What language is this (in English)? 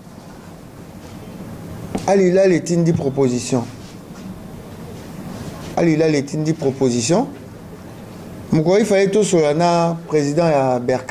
French